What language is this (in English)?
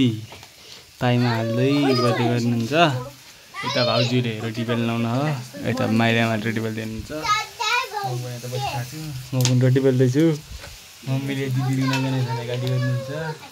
Nepali